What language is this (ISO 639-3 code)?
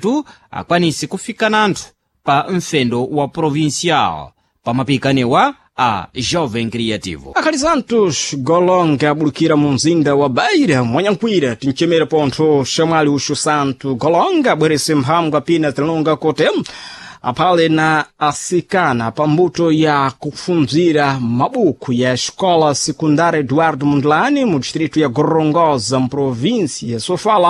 seh